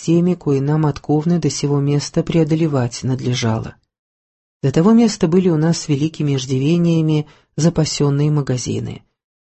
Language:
Russian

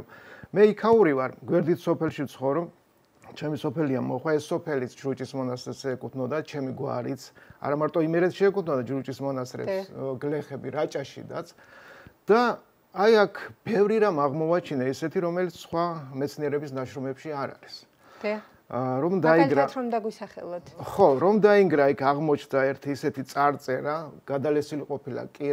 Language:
Georgian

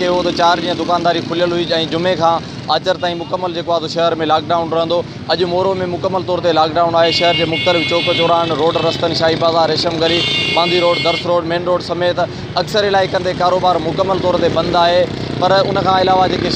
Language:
Sindhi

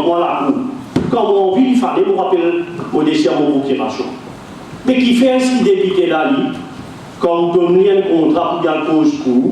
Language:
Morisyen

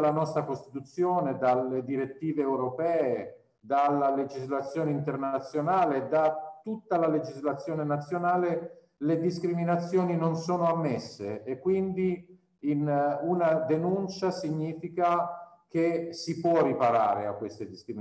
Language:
Italian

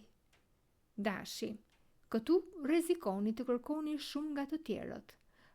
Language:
Albanian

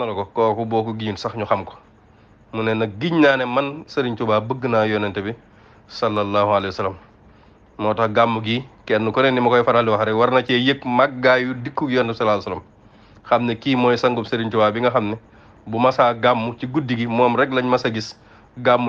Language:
Wolof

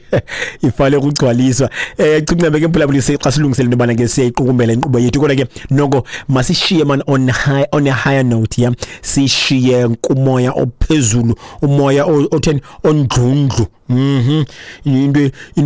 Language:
Xhosa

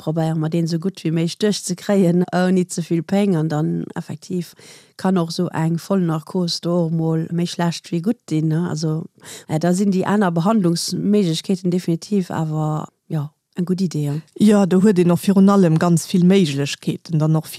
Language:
Luxembourgish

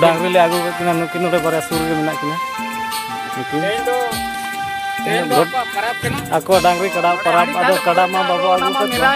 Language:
Santali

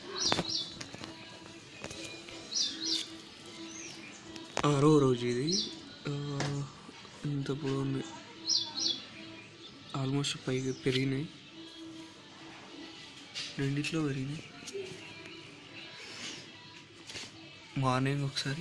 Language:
Telugu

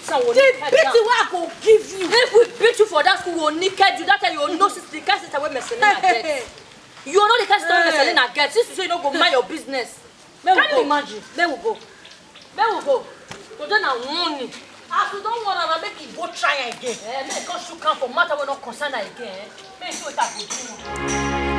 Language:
Nigerian Pidgin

